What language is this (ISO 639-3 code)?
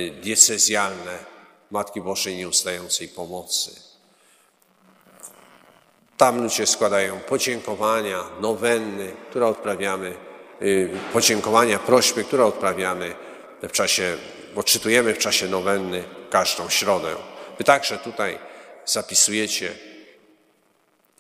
pol